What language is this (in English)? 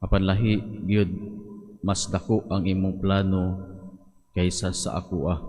Cebuano